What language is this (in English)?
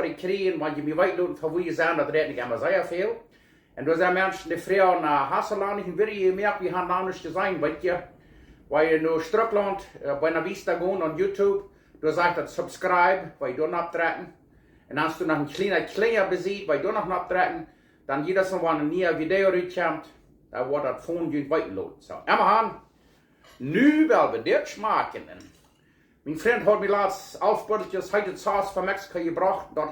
Plautdietsch